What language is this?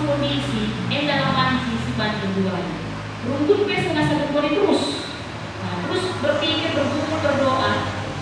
Batak Karo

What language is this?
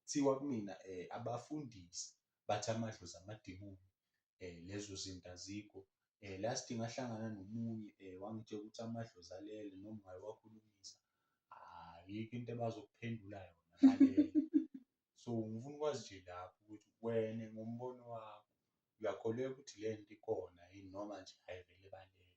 Zulu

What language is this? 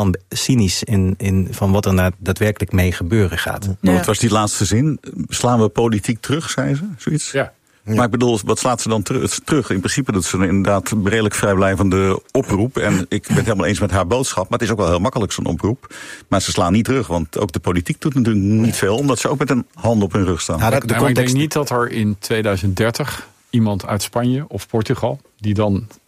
Dutch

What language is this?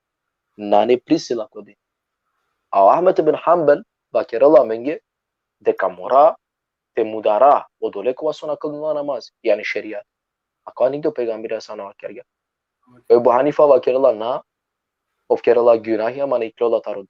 Balkan Romani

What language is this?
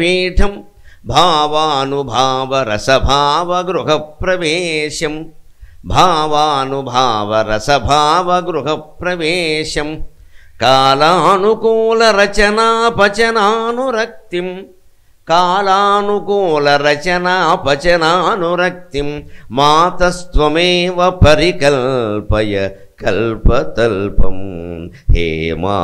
Telugu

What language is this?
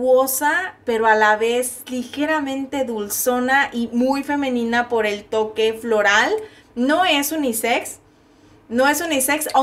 Spanish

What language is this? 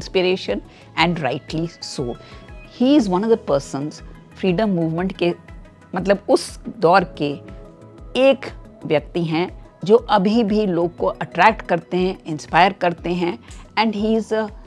Hindi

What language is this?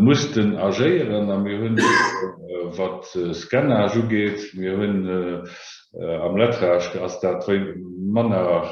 Luxembourgish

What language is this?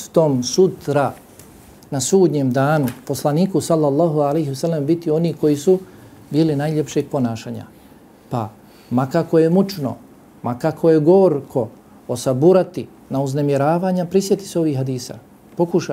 Bosnian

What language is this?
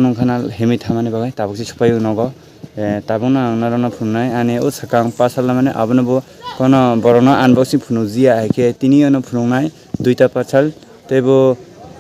Kok Borok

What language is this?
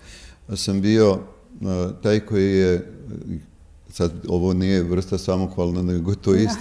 Serbian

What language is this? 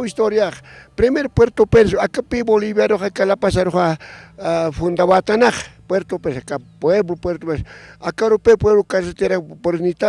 Aymara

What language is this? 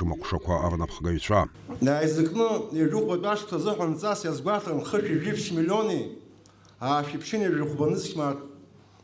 Abkhazian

